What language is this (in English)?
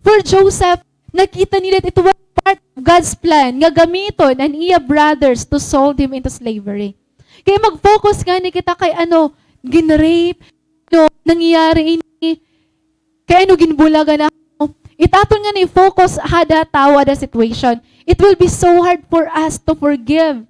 Waray